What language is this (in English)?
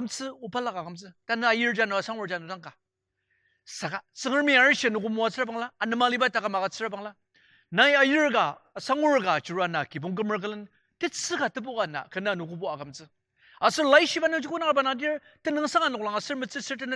Ao Naga